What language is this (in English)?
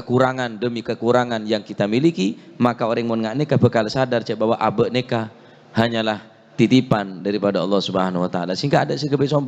Madurese